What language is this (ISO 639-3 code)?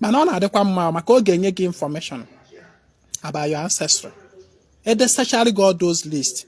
ibo